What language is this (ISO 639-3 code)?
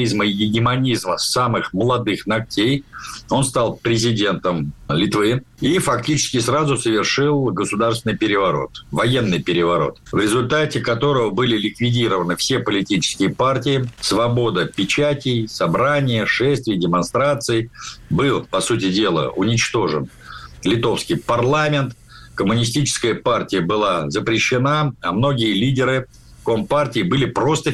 rus